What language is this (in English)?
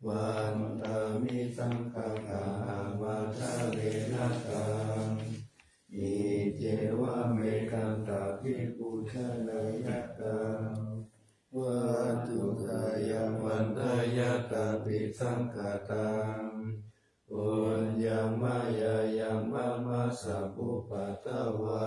Pali